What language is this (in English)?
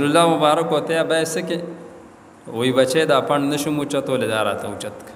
Pashto